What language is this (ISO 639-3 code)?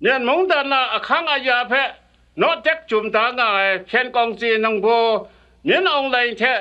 kac